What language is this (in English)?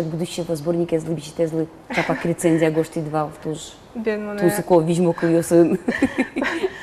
Udmurt